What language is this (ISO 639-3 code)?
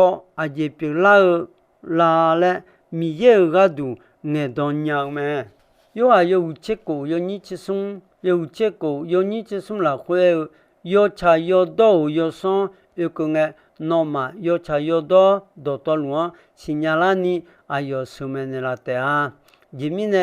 ahk